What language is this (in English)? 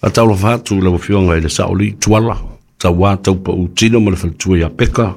Samoan